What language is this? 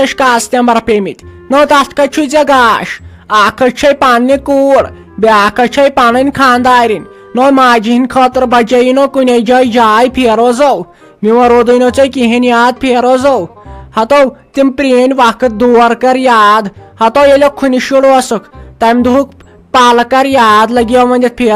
Kashmiri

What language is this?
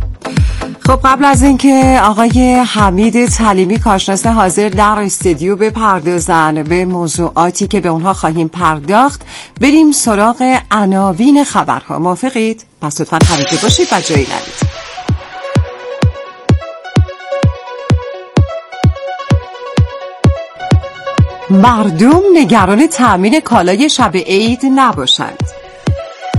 Persian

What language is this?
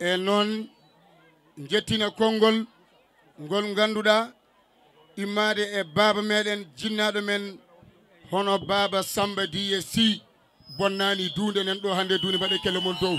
Fula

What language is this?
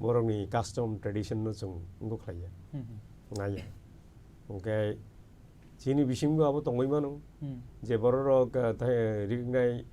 Kok Borok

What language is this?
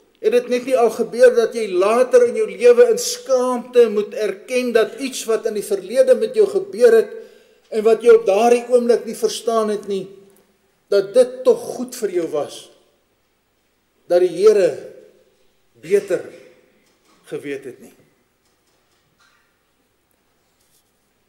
Afrikaans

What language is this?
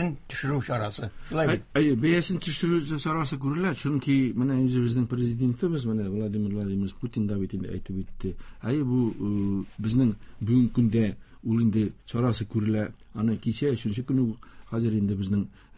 Tatar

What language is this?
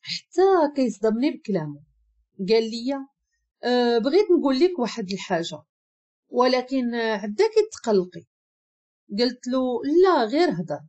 Moroccan Arabic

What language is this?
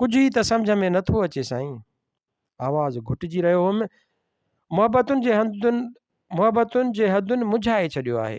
Sindhi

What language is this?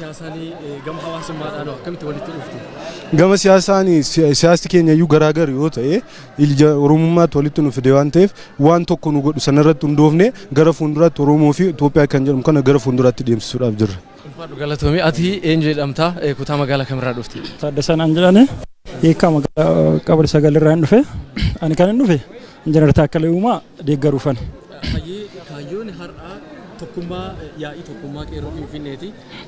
Oromo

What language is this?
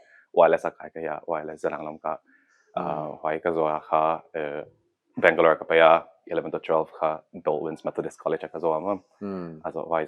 Paite Chin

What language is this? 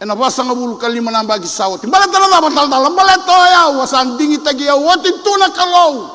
Fijian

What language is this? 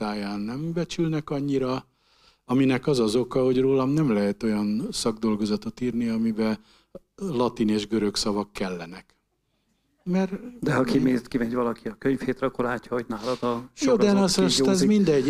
Hungarian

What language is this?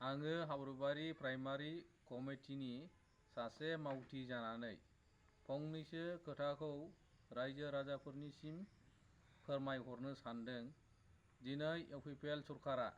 Bodo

